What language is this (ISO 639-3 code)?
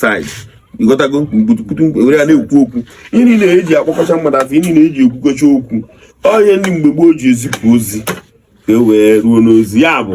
ibo